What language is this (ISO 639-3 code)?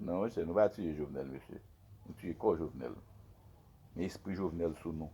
hat